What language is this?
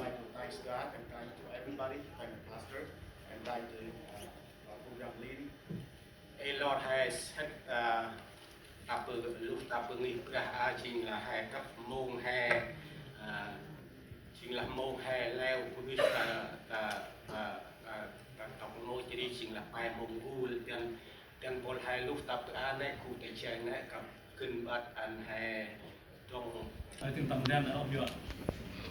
Central Mnong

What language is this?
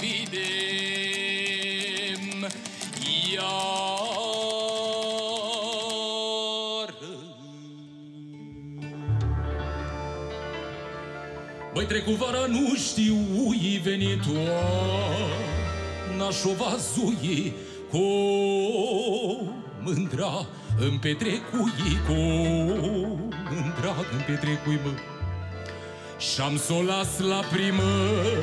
Romanian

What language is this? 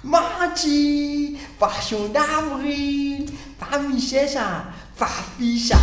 Morisyen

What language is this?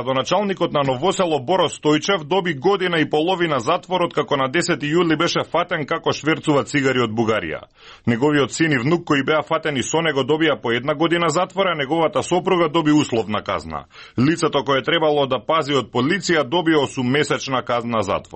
Macedonian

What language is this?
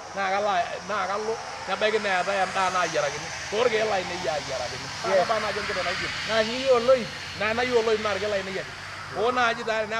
Masai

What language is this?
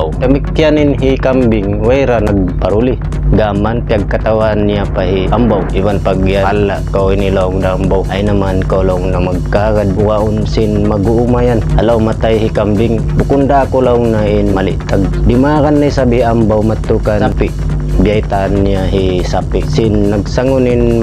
Tausug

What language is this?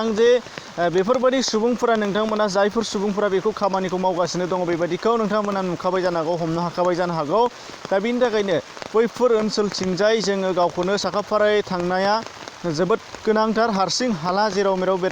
Bodo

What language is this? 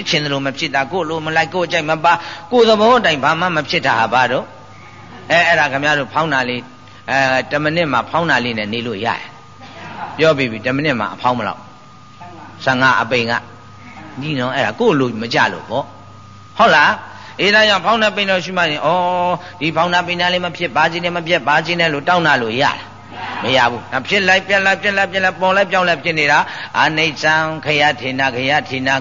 Burmese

